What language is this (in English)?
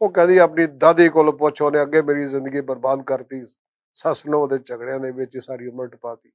Western Panjabi